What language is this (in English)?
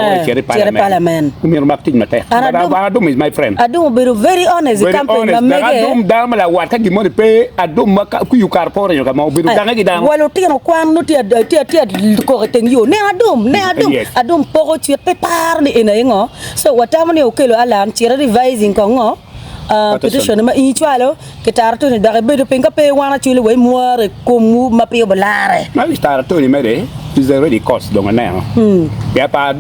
Acoli